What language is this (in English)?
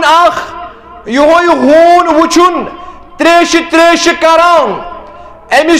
Kashmiri